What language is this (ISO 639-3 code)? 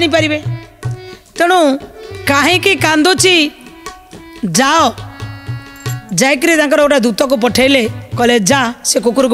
ori